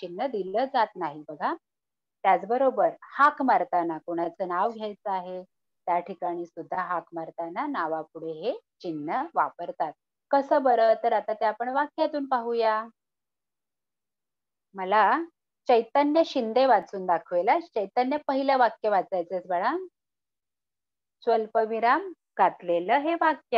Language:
Marathi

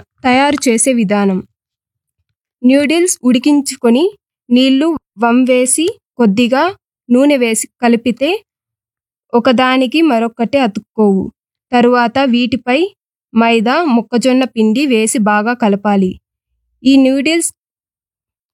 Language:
Telugu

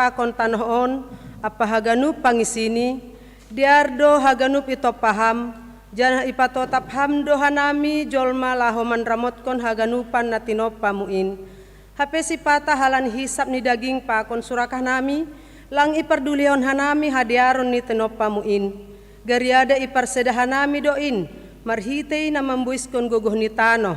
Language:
Batak Simalungun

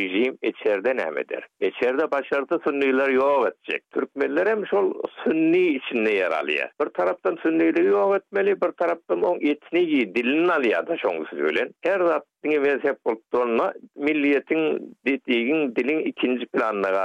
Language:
Turkmen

